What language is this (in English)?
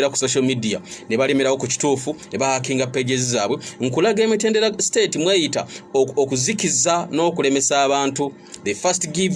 Ganda